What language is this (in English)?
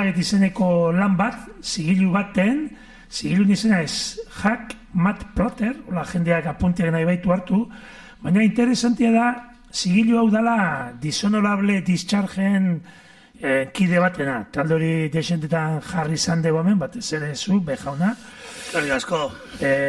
Basque